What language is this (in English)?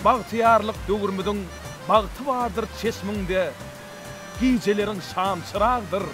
Turkmen